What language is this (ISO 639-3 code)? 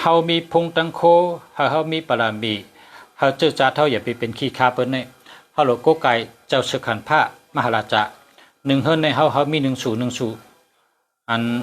shn